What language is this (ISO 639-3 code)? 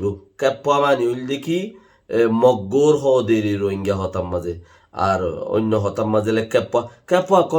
rhg